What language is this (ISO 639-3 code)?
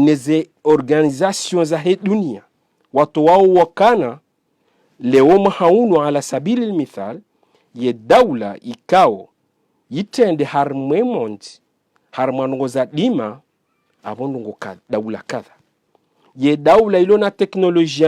zdj